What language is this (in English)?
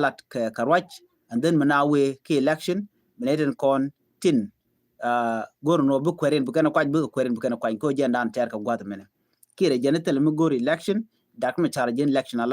Nuer